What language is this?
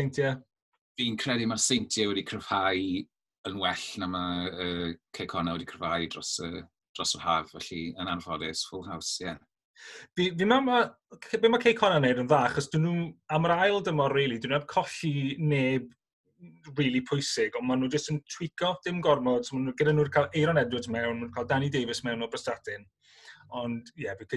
Welsh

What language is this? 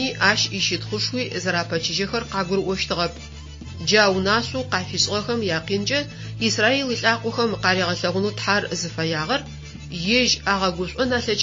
Adyghe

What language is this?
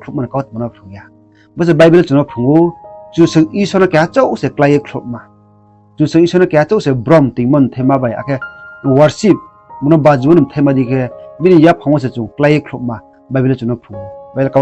Riang (India)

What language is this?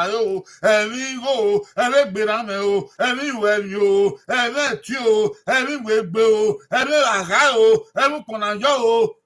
Bini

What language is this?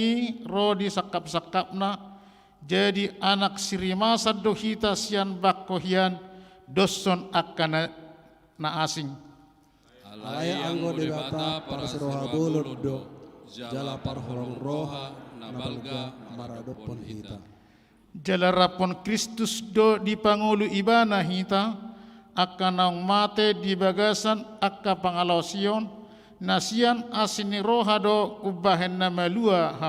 Batak Toba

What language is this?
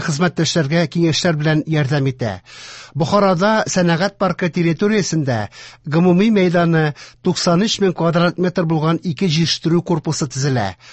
Tatar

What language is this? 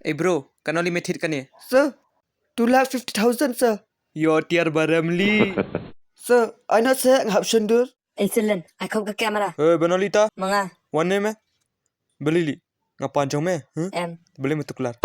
Khasi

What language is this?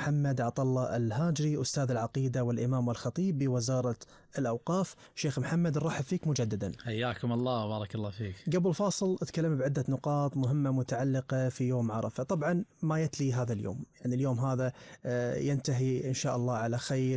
Gulf Arabic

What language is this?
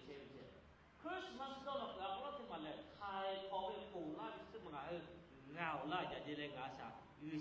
Lahu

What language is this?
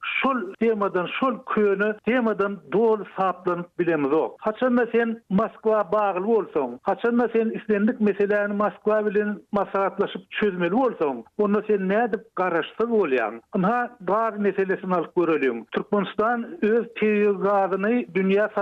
Turkmen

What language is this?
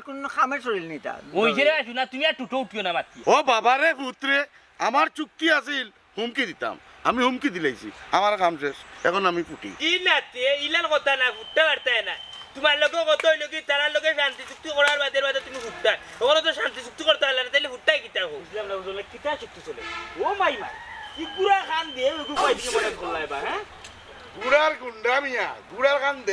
Sylheti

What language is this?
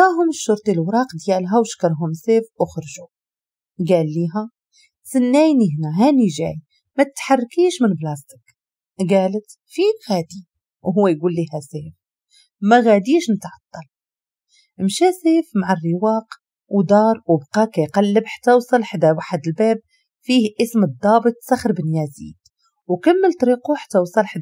Moroccan Arabic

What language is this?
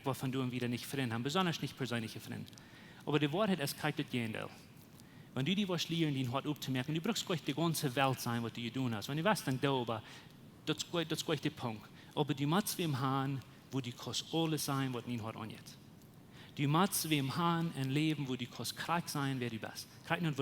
Plautdietsch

